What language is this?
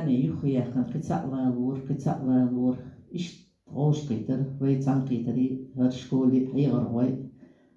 Chechen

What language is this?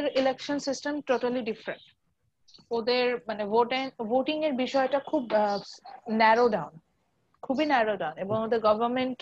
Bangla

